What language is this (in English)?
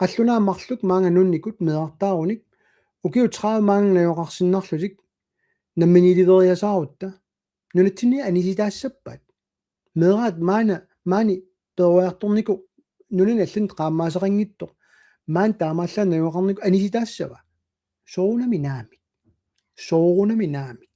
Kalaallisut